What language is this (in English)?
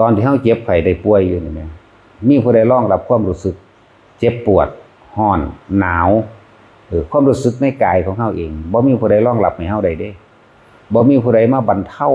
Northeastern Thai